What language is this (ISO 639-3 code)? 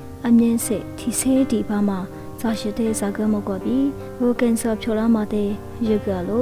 lis